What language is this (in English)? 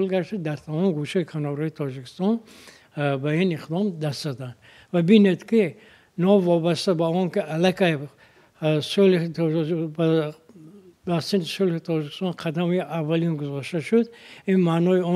Tajik